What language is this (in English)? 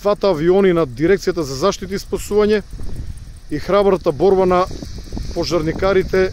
Macedonian